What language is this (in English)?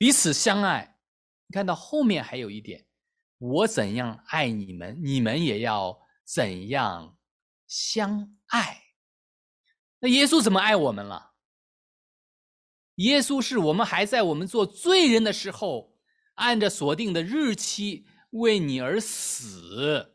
Chinese